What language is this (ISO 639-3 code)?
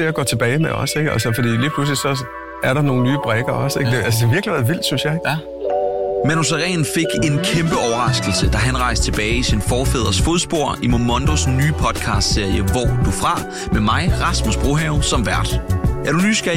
dan